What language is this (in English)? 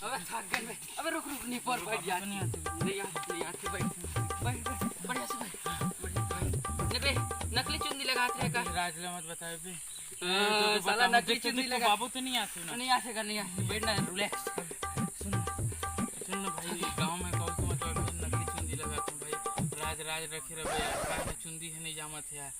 Chhattisgarhi